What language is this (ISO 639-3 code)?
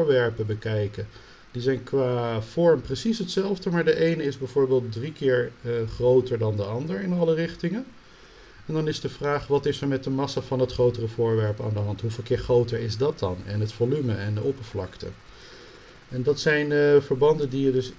nld